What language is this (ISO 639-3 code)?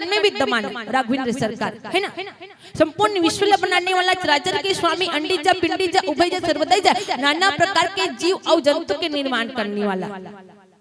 hne